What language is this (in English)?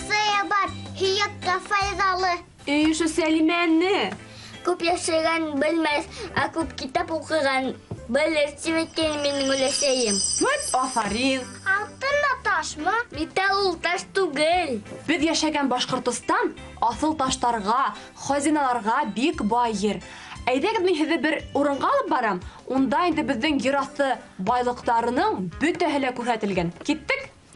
Bashkir